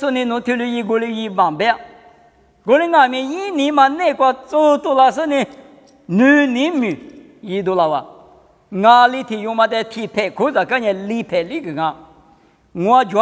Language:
Lisu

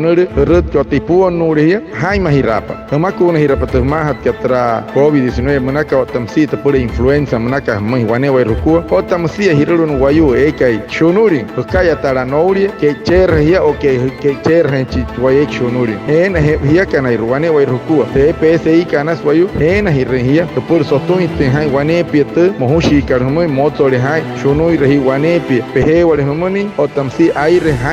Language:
Wayuu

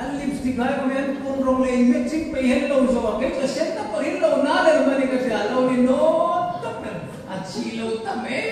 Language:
Hmar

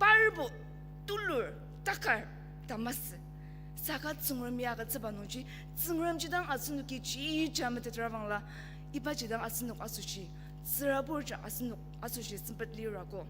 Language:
Ao Naga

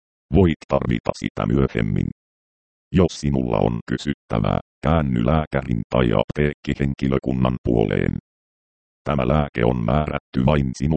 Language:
Finnish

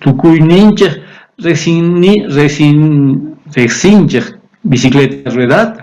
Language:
South Bolivian Quechua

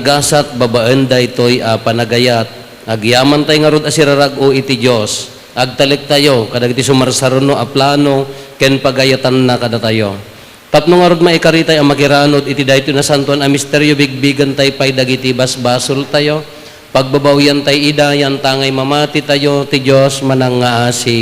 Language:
Iloko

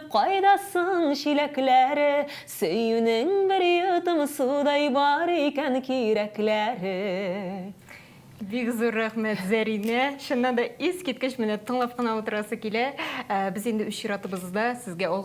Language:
Tatar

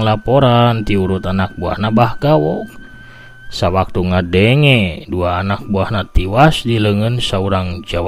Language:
Sundanese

